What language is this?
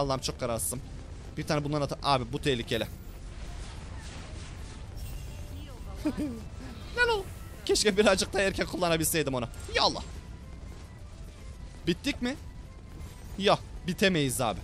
Turkish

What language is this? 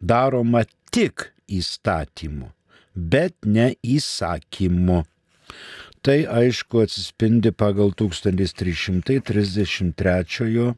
Lithuanian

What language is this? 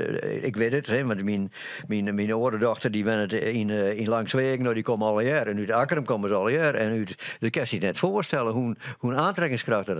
Western Frisian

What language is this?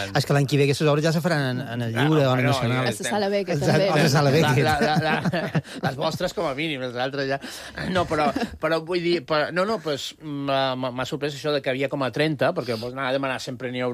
Catalan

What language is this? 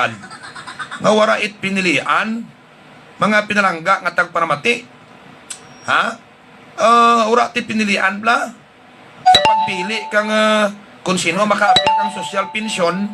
Hiligaynon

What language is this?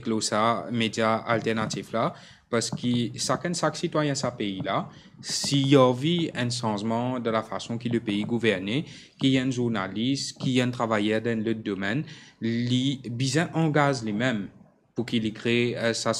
Morisyen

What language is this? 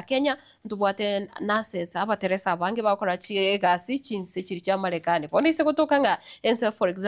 Gusii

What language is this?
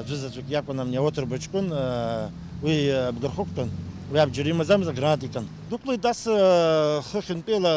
Abkhazian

